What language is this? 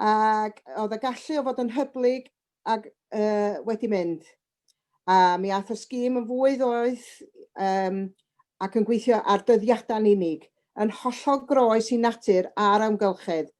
Welsh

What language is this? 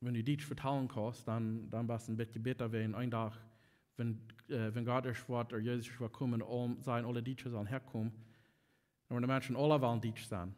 Plautdietsch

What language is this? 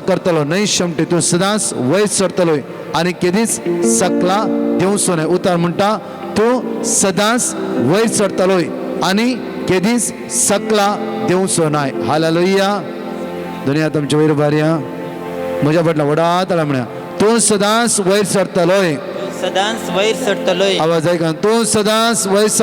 Konkani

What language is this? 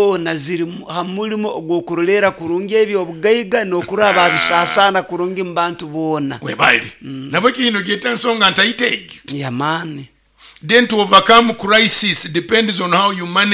Nyoro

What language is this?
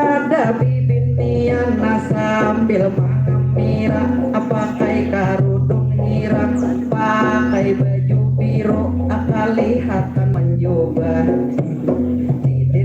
Banjar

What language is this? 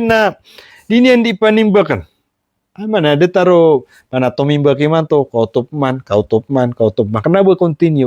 Maranao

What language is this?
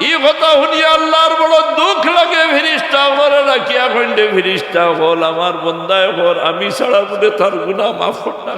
Sylheti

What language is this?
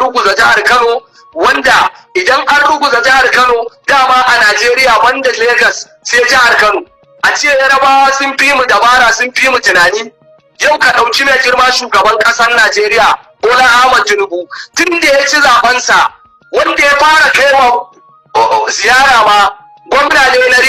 Hausa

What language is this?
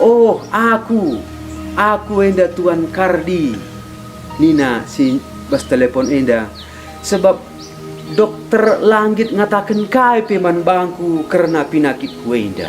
Batak Karo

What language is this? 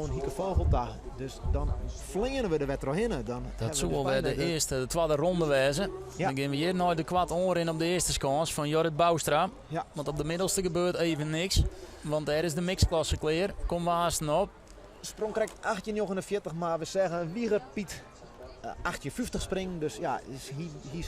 Western Frisian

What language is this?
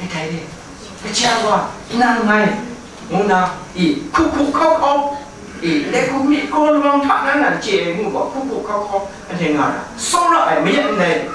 Kachin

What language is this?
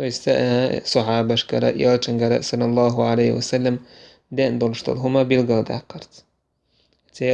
Chechen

